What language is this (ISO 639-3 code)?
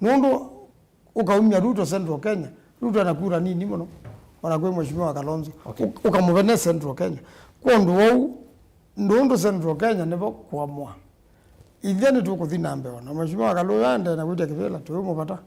kam